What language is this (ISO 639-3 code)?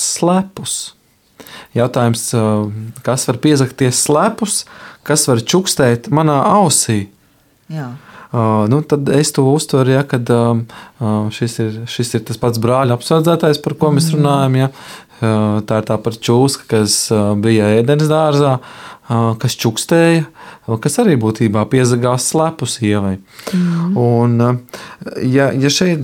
lav